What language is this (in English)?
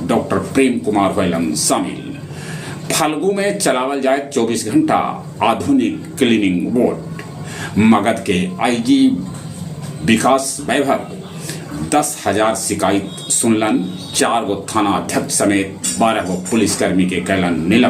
Magahi